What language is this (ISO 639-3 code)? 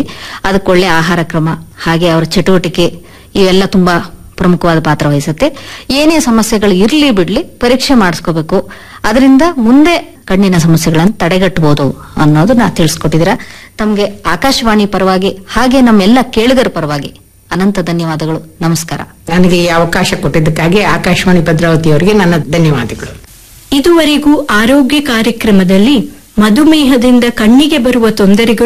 kan